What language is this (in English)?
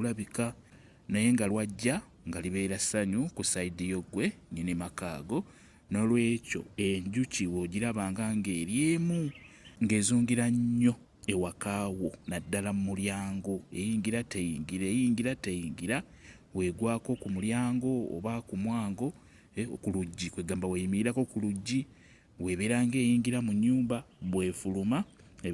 Ganda